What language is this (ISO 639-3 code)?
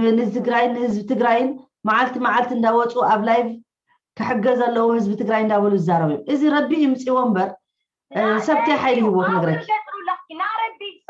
tir